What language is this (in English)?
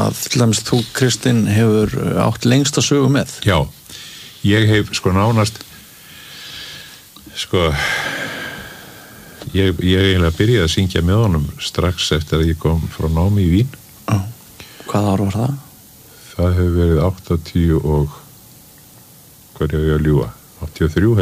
Icelandic